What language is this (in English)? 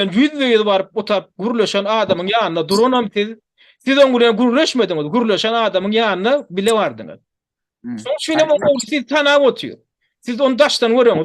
Turkmen